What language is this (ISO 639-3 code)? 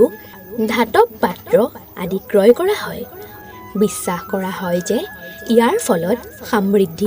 asm